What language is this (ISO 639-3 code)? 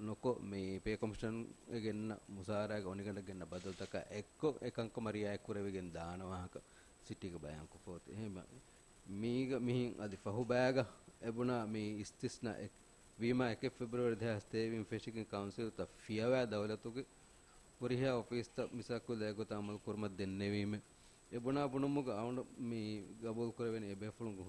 div